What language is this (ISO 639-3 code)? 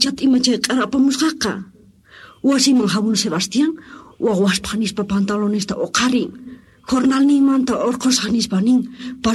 quh